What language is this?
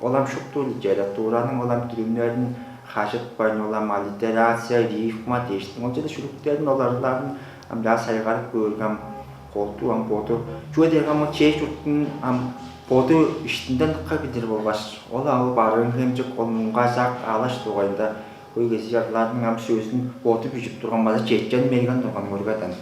Tuvinian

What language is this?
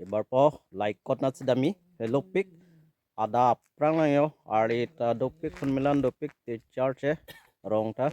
Karbi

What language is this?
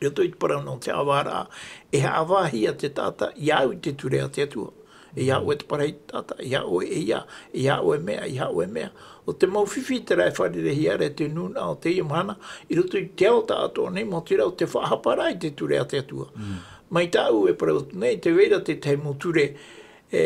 Tahitian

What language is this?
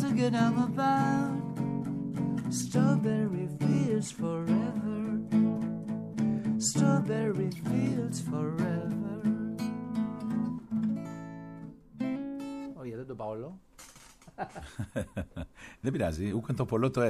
Greek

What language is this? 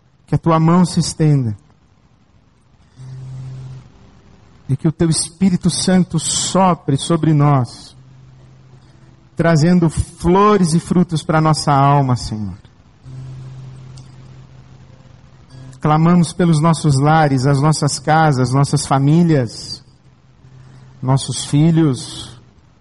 Portuguese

